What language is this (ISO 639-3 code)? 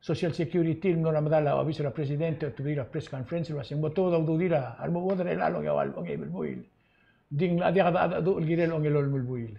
pau